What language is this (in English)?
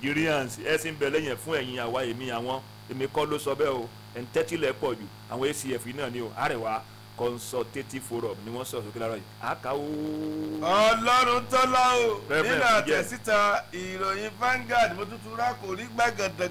Yoruba